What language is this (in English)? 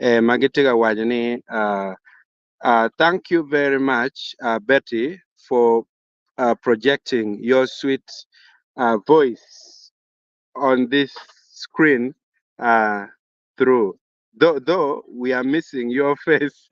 Acoli